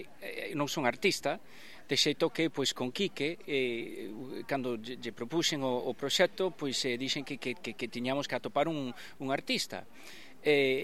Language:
Galician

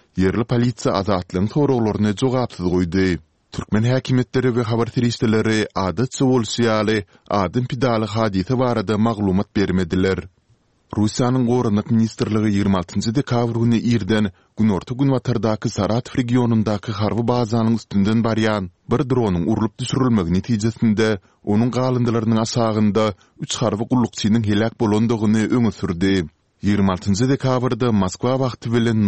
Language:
Turkmen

